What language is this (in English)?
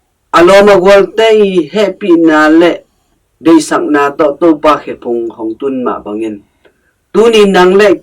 Tedim Chin